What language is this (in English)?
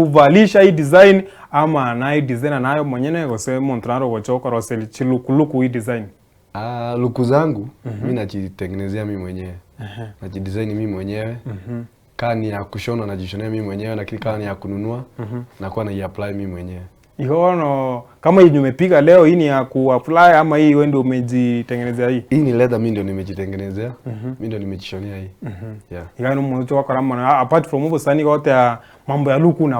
Gusii